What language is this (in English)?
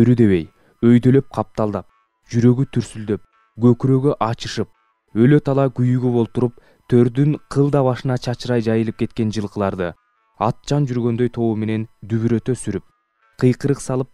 Kyrgyz